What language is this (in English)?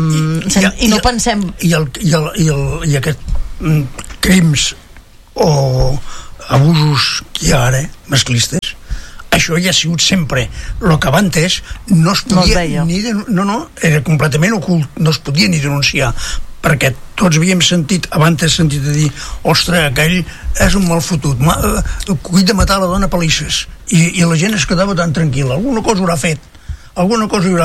Catalan